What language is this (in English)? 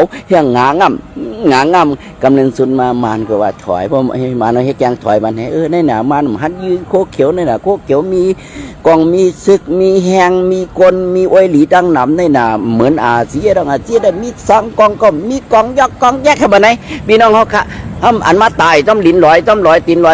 Shan